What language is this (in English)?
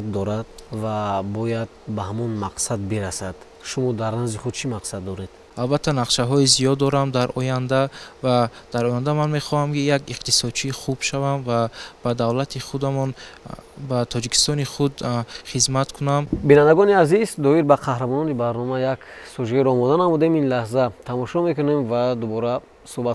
Tajik